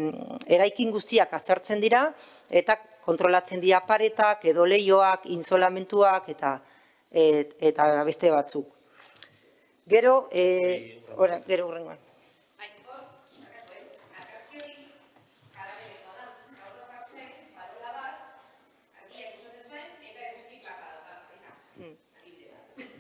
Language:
Basque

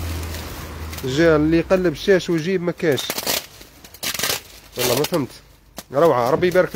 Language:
Algerian Arabic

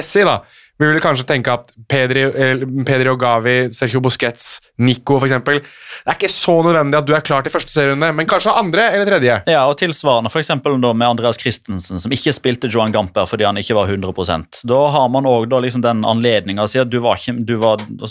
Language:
Norwegian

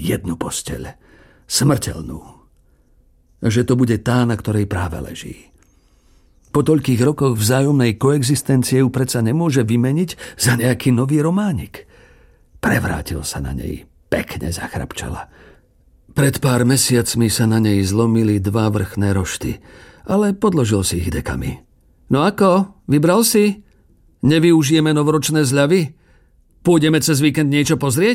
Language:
Slovak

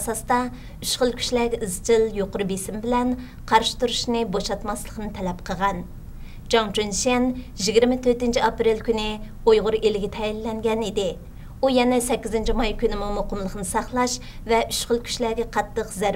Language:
Uyghur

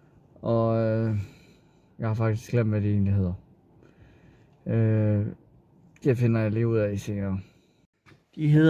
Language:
Danish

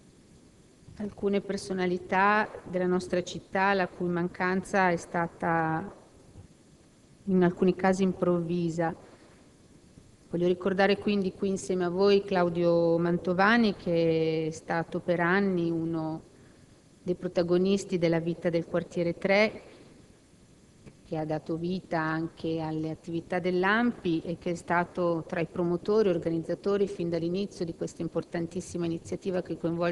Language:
Italian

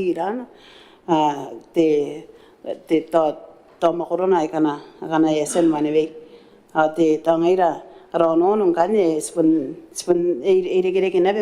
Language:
Gilbertese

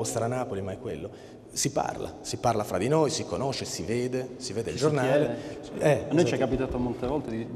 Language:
Italian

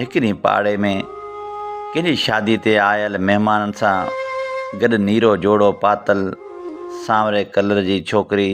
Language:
Sindhi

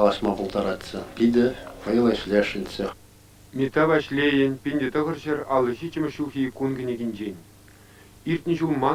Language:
Chuvash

